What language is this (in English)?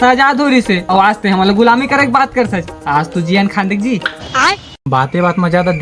Chhattisgarhi